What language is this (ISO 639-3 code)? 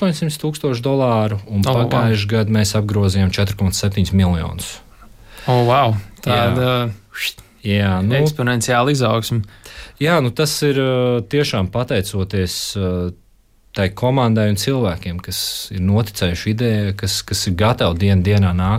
lav